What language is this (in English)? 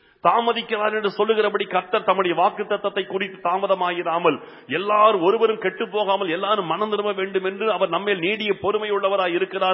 Tamil